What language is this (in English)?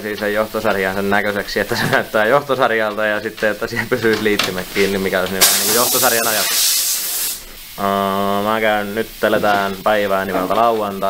Finnish